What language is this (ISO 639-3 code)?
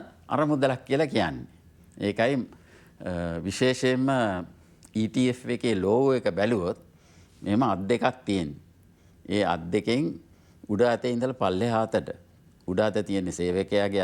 sin